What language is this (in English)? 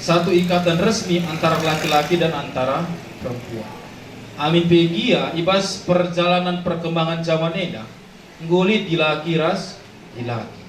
Batak Karo